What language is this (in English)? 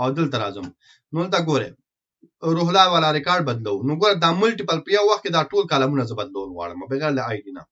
Pashto